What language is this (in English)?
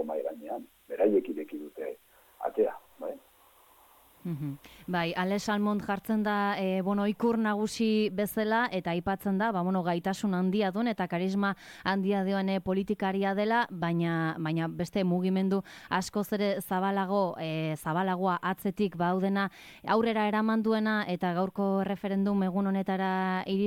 Basque